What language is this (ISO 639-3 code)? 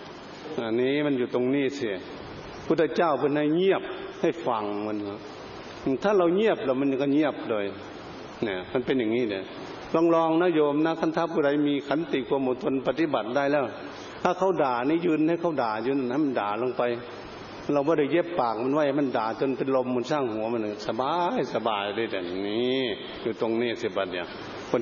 tha